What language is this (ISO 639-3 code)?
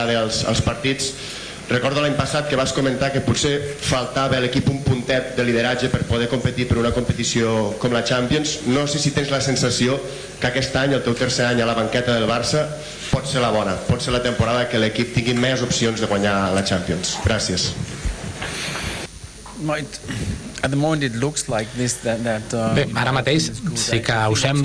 cat